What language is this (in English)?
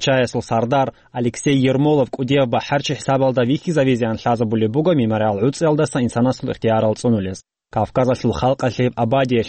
Avaric